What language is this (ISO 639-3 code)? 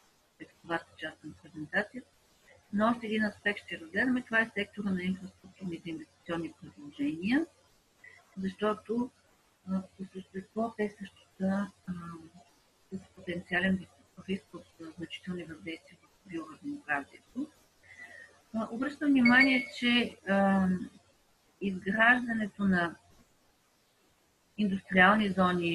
bul